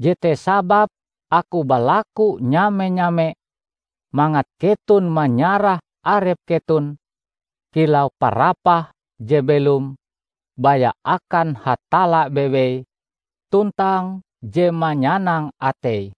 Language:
Ngaju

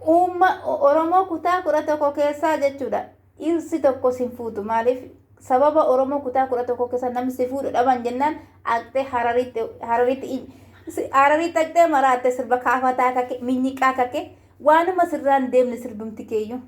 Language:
Oromo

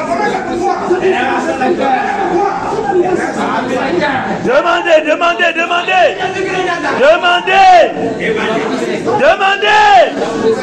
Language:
French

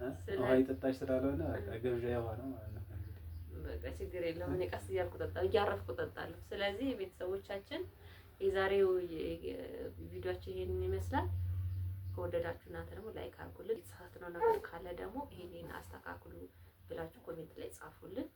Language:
Amharic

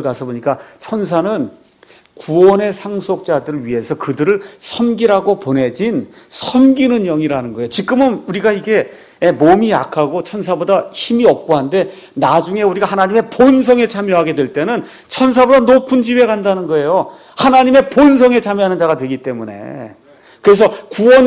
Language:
Korean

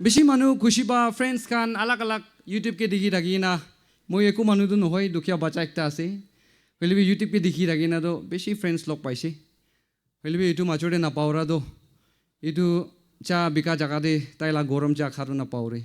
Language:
Naga Pidgin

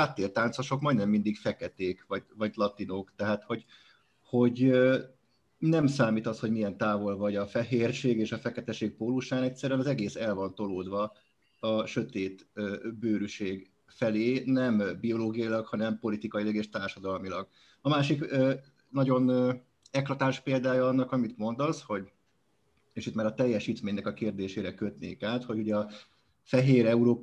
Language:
Hungarian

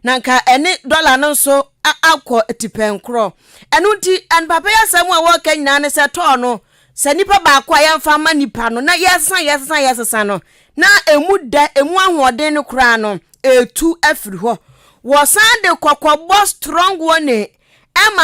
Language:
Akan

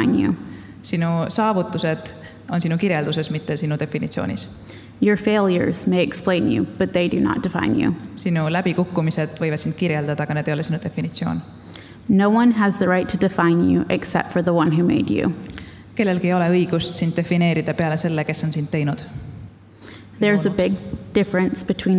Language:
Estonian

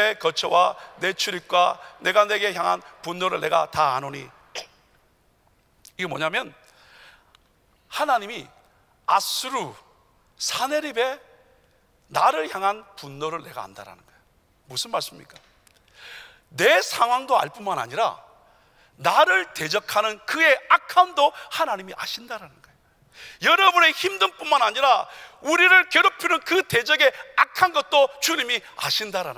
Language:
Korean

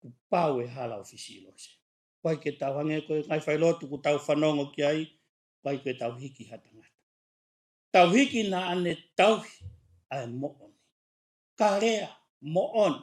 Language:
Tongan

